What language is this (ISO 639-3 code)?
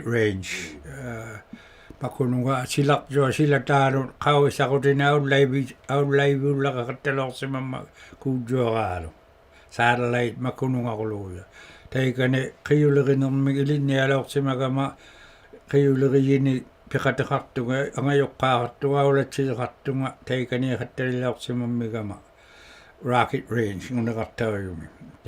iku